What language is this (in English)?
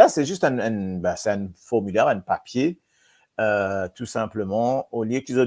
Morisyen